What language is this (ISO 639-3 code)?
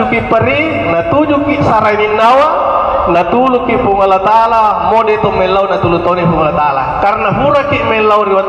bug